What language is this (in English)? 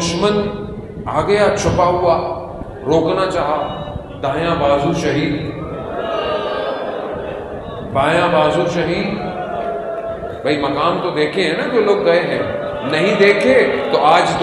Urdu